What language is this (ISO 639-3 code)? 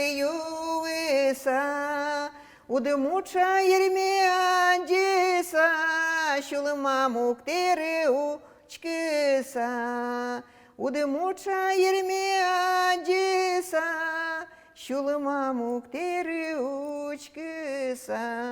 udm